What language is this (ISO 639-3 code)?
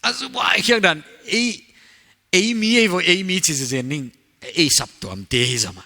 pck